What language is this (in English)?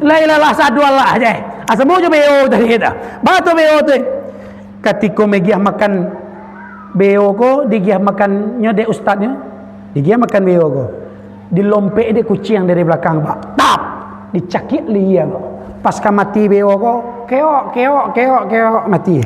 Minangkabau